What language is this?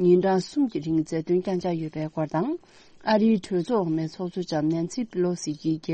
Tibetan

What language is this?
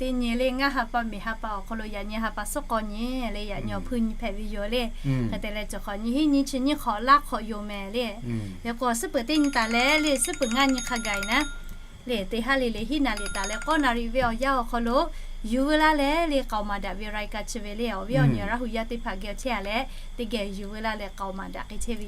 Lahu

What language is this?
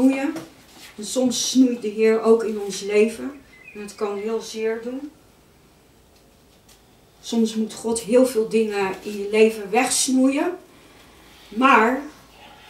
Dutch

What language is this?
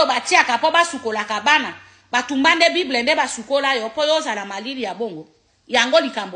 Lingala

